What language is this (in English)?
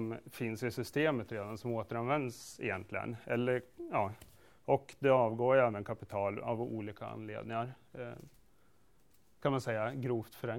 Swedish